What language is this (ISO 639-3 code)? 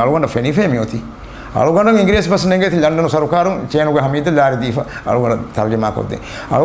div